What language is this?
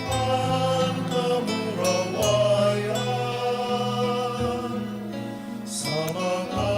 Bikol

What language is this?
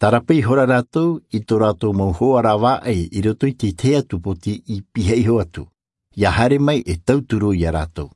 Tahitian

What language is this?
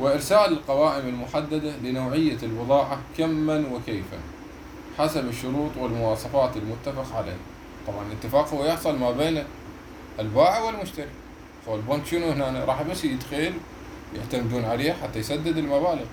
Mesopotamian Arabic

